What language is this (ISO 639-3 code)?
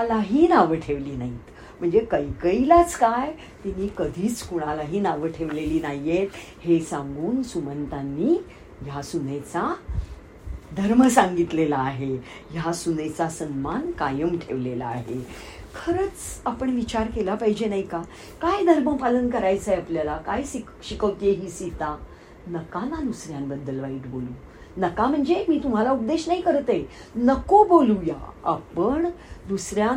mar